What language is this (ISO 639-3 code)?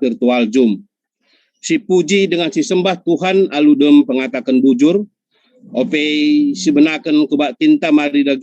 btx